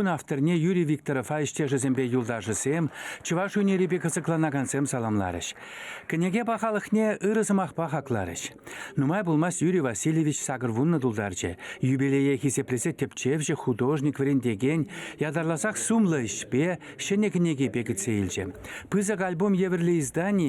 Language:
Chuvash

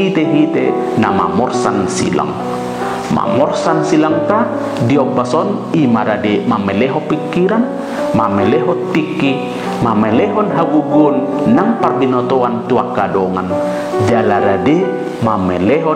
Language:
Batak Toba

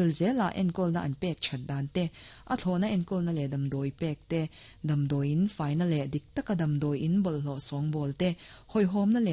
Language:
Mizo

